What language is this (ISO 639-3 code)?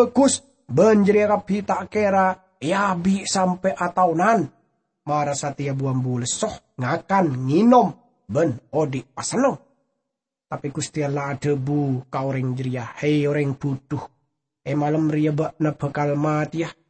mad